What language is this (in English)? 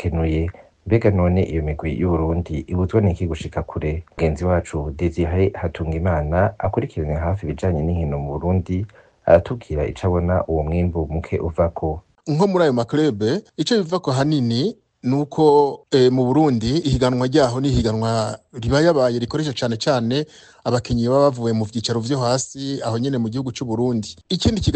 Rundi